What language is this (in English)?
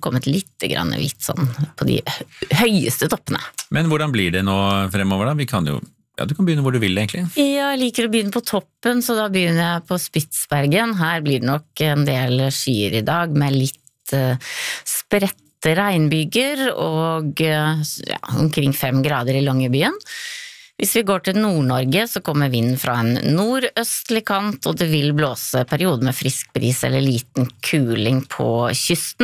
Norwegian